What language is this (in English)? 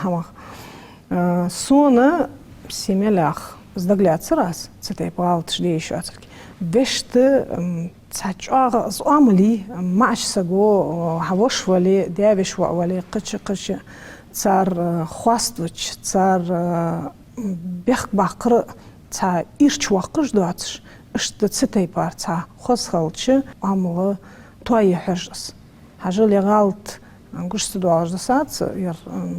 Ingush